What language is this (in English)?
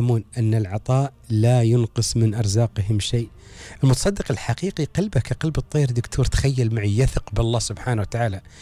Gulf Arabic